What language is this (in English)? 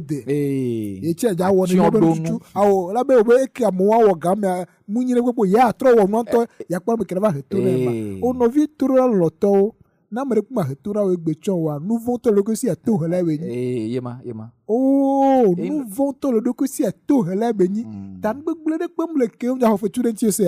Ewe